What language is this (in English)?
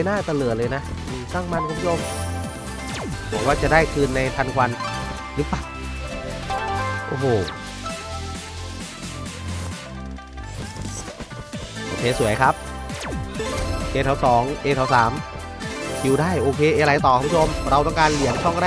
Thai